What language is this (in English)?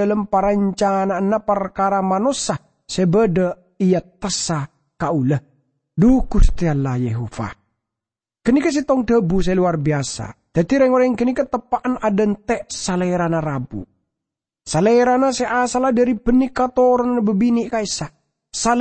Madurese